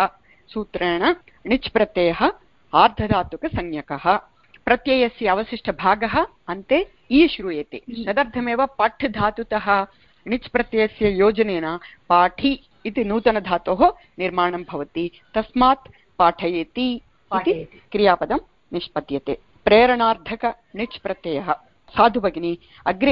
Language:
Sanskrit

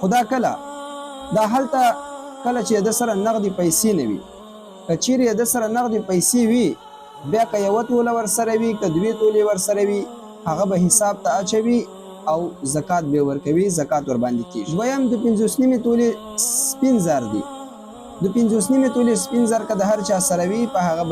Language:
Pashto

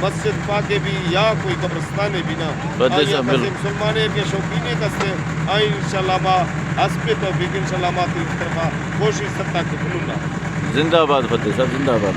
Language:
Eastern Balochi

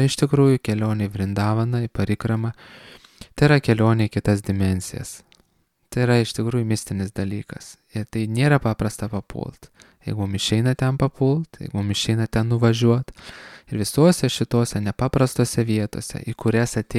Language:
Lithuanian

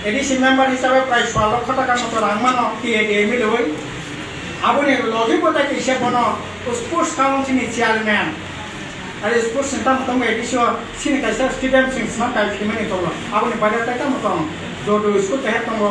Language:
Kok Borok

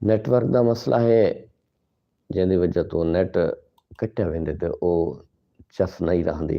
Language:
Saraiki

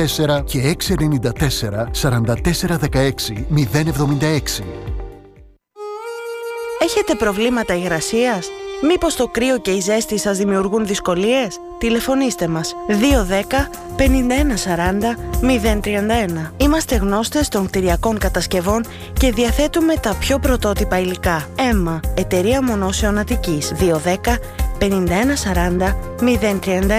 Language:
Greek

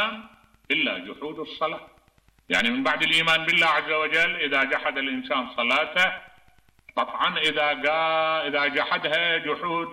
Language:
Mesopotamian Arabic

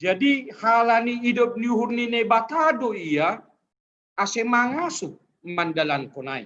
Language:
Batak Simalungun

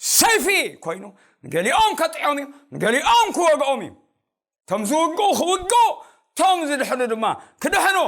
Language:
Tigrinya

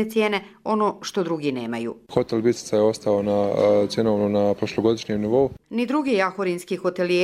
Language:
Croatian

